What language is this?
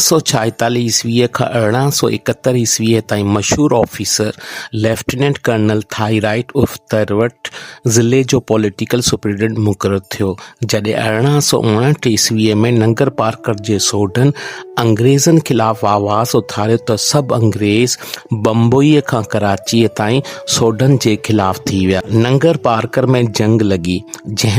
Sindhi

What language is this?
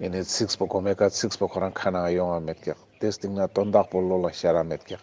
Ladakhi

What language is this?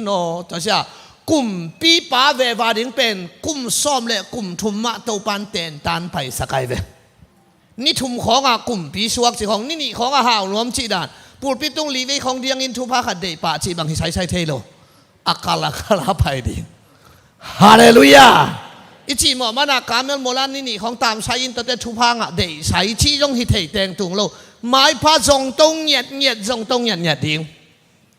Tedim Chin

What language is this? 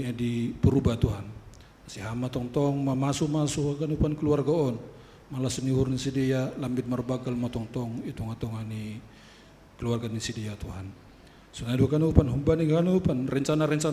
Batak Simalungun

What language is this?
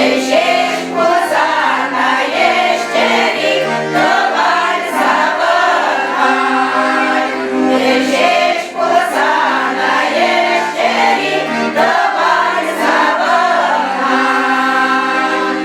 Chuvash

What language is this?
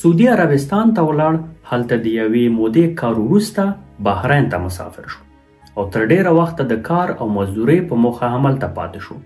Pashto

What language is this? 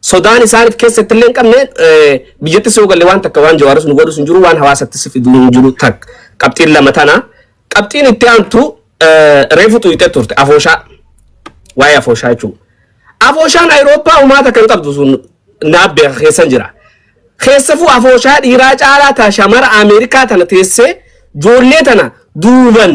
Oromo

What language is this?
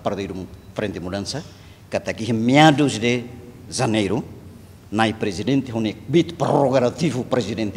Tetum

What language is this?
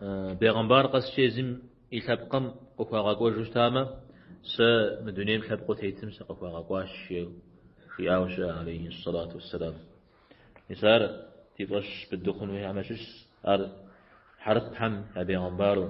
Kabardian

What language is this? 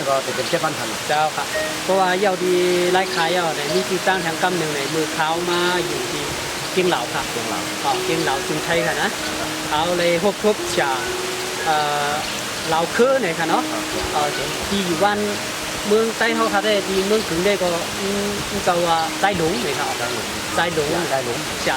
Shan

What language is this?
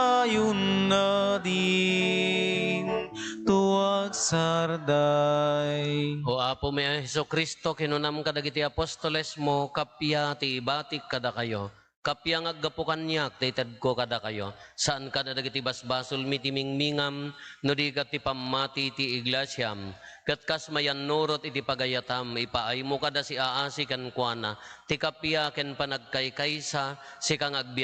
Iloko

